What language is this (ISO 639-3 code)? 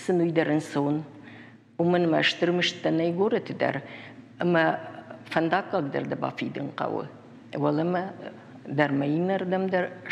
oss